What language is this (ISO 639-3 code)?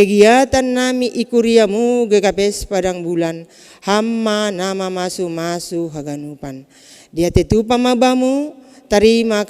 bts